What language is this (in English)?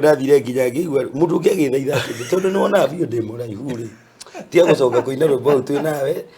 Kikuyu